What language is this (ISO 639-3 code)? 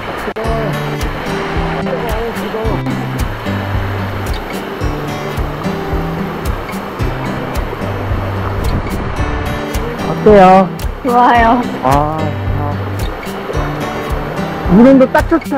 kor